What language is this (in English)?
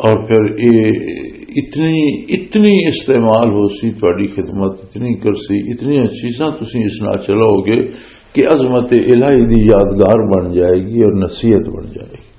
Western Panjabi